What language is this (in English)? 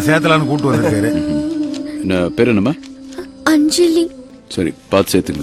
Tamil